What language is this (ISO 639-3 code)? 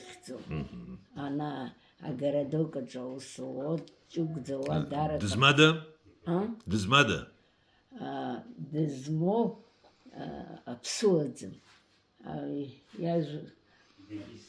abk